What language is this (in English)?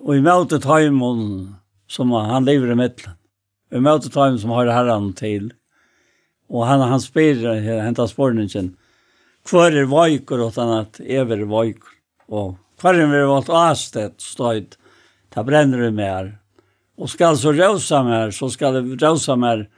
Faroese